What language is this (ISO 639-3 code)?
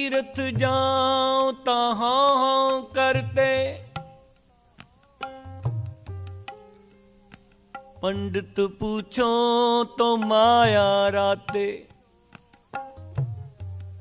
pan